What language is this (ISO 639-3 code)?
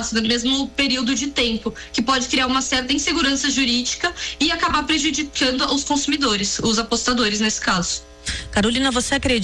por